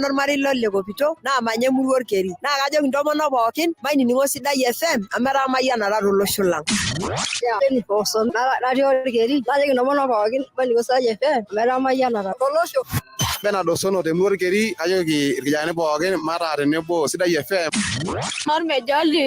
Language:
Masai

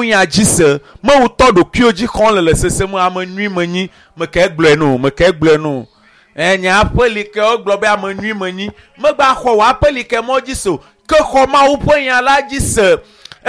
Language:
Ewe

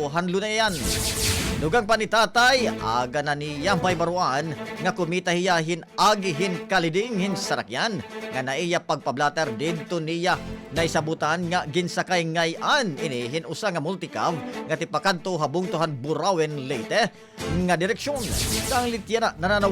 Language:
Waray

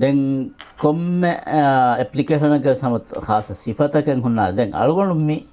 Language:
Divehi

